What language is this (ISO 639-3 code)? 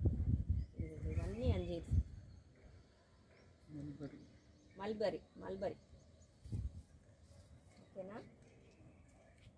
tel